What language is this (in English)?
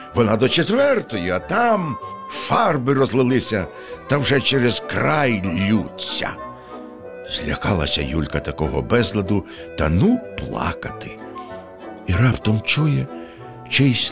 Ukrainian